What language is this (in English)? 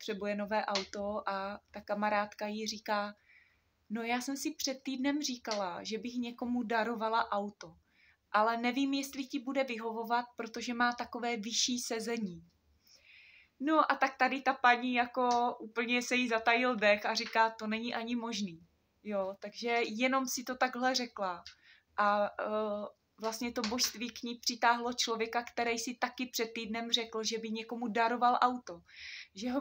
Czech